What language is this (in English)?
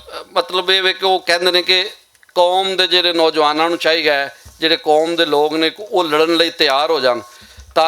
Western Panjabi